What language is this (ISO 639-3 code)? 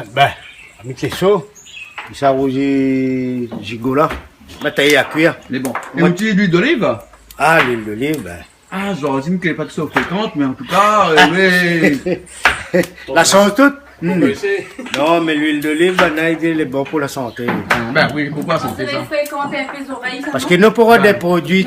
rcf